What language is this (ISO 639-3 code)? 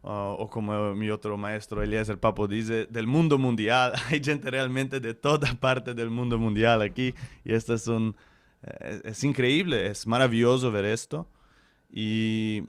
lad